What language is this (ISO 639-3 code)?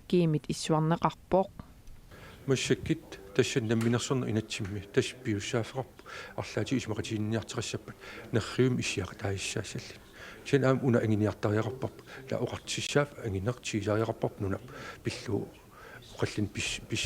kal